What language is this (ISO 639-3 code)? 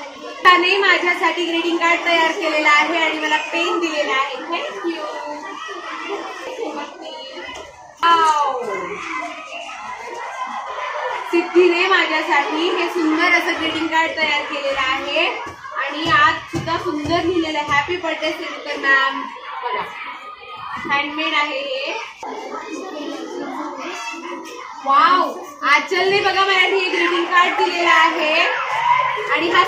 mar